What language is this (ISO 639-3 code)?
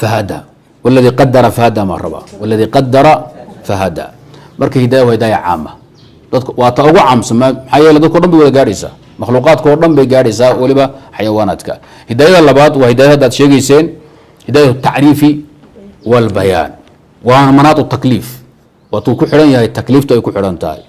som